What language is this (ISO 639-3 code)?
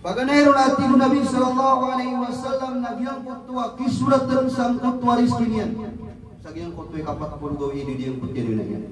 mrw